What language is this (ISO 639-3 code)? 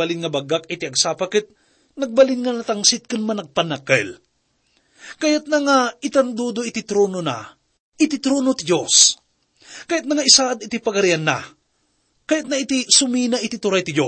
ilo